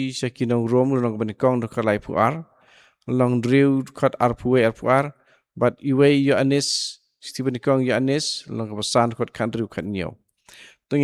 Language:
Khasi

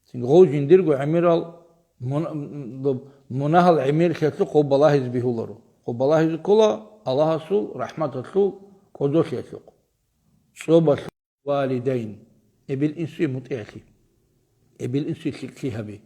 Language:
Avaric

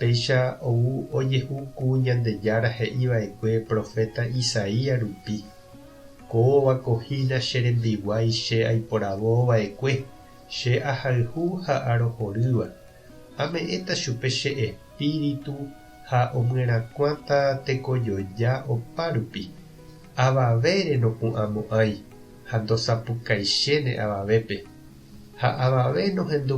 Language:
Guarani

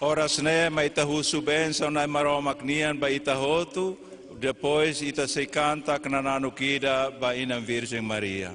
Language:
Tetum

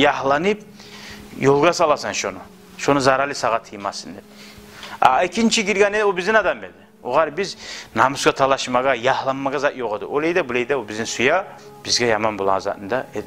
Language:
Kumyk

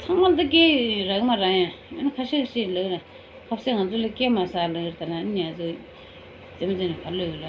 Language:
Tibetan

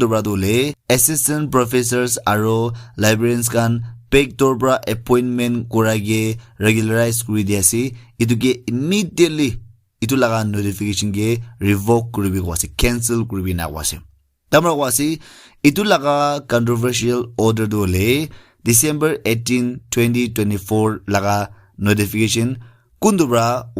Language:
Naga Pidgin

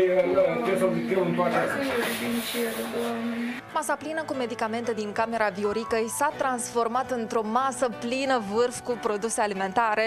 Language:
Romanian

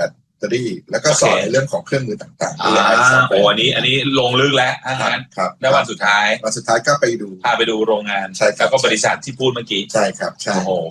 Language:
Thai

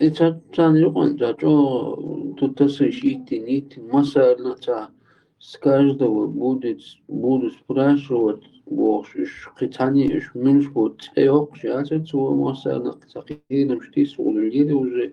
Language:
Chechen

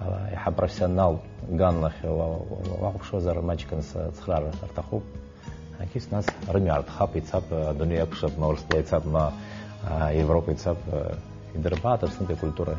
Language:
Abkhazian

